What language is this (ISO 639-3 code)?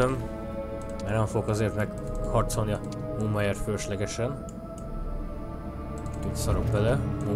hun